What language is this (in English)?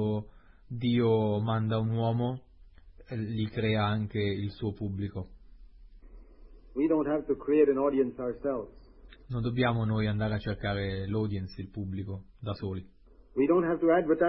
Italian